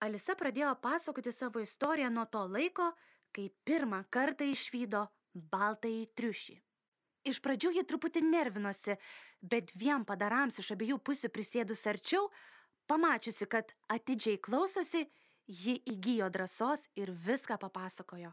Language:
Lithuanian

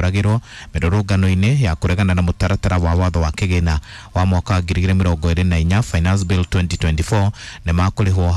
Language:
Kikuyu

